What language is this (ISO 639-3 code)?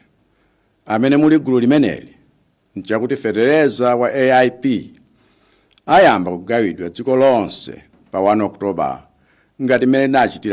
nya